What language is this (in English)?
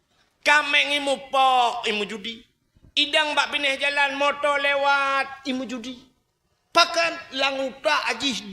Achinese